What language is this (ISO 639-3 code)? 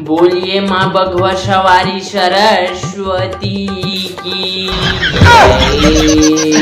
hne